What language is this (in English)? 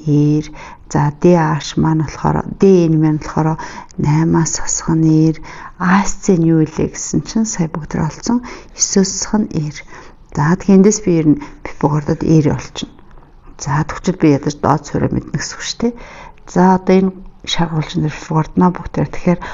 Mongolian